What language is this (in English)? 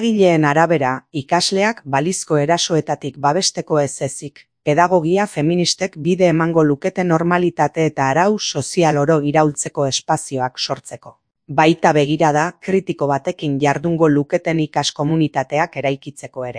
Basque